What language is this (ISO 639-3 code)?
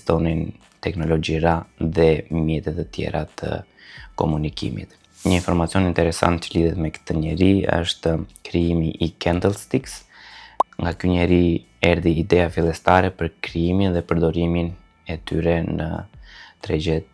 sqi